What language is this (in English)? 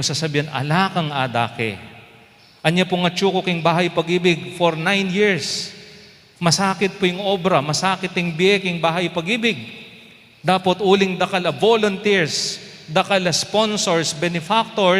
Pampanga